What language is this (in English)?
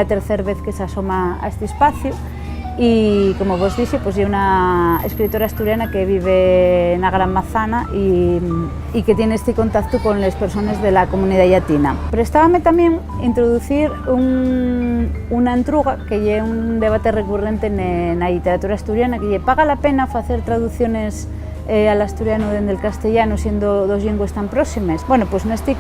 Asturian